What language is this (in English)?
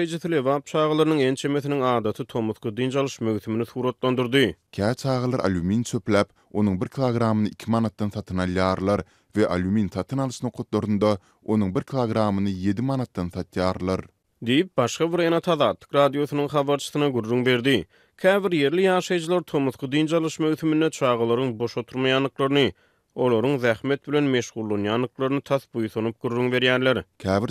Turkmen